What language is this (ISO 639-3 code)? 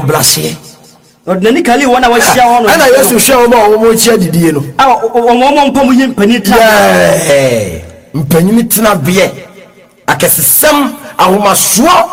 aka